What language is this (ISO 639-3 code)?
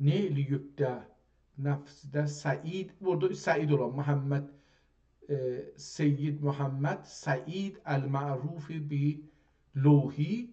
azb